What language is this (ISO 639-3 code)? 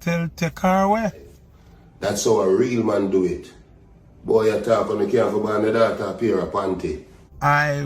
jam